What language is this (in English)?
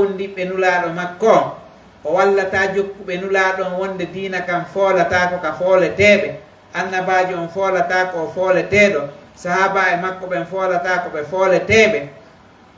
Pular